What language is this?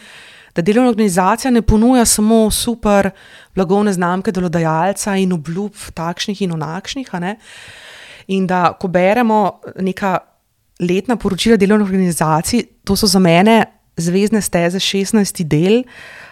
Slovenian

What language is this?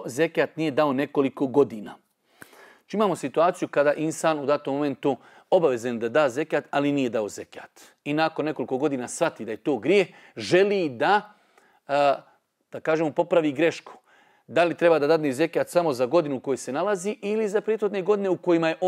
Bosnian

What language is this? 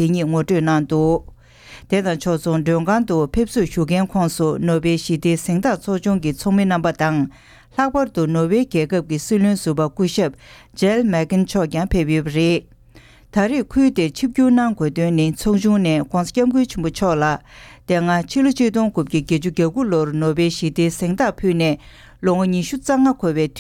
Tibetan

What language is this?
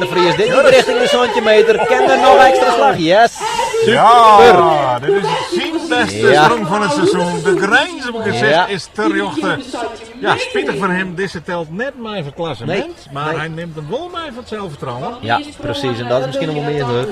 Western Frisian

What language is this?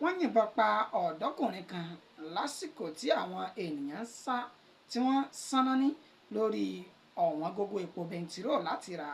Yoruba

